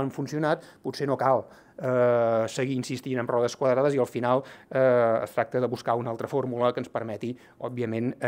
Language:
Catalan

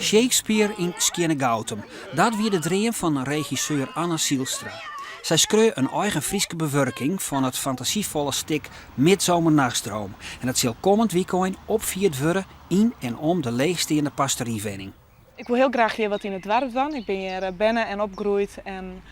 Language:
Western Frisian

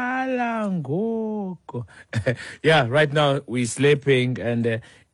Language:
Xhosa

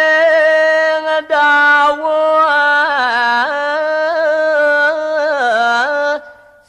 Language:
Balinese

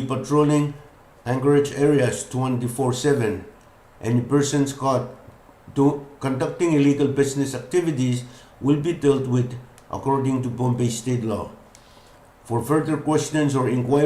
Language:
Pohnpeian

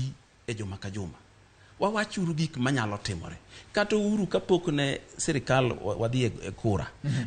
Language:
Luo (Kenya and Tanzania)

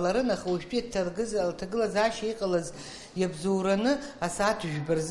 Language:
Abkhazian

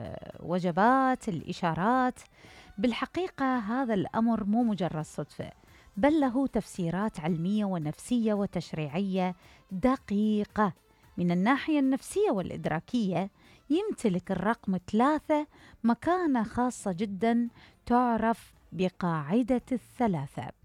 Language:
Mesopotamian Arabic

